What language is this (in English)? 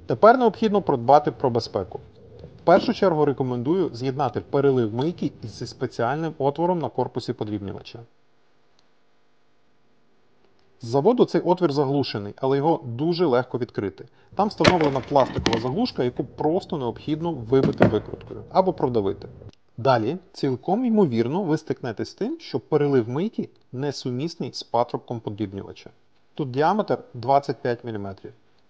Ukrainian